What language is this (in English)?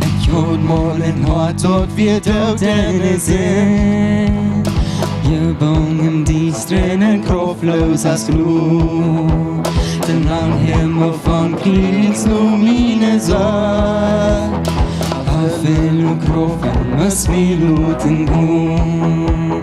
Plautdietsch